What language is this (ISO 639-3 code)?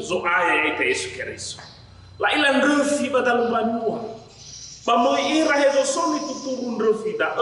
nia